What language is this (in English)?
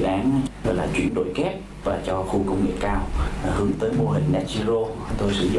Vietnamese